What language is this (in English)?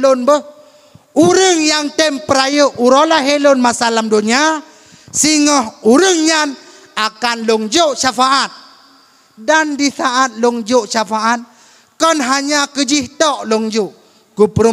Achinese